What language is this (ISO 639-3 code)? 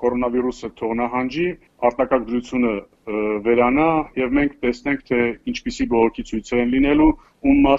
hye